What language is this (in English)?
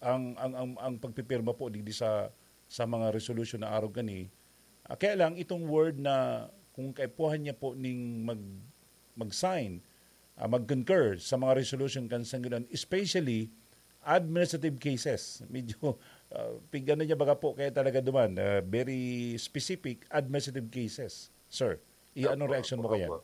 Bikol